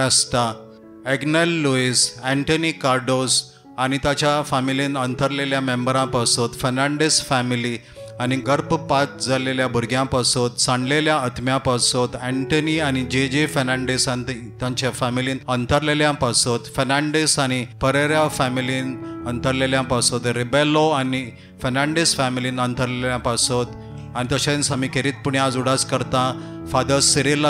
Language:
Konkani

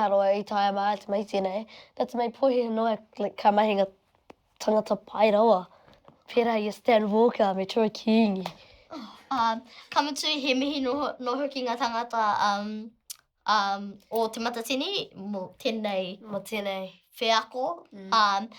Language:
Māori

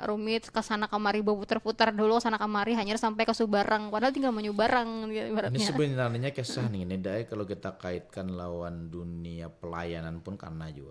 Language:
Banjar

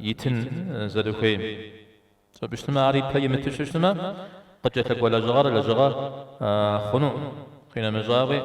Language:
Kabardian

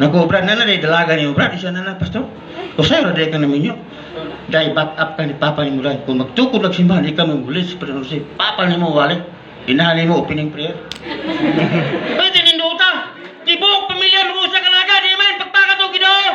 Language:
Cebuano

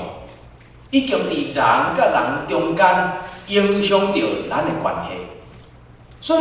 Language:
Min Nan Chinese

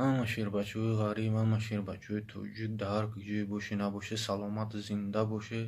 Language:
Tajik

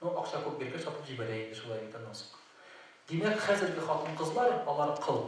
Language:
Tatar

